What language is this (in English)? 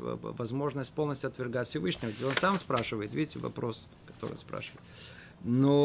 Russian